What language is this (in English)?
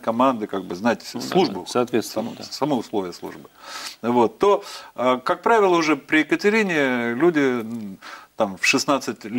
Russian